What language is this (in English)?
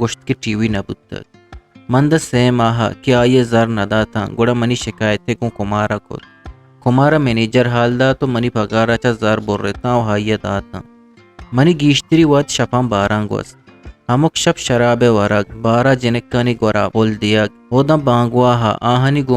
Eastern Balochi